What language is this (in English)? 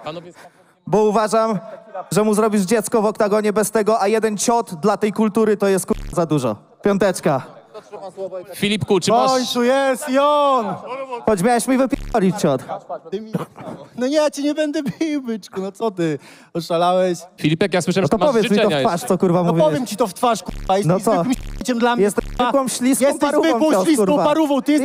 Polish